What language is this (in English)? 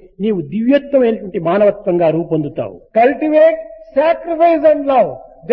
Telugu